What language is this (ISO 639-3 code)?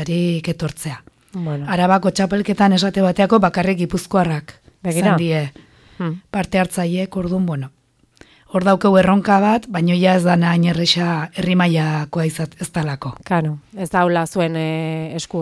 eus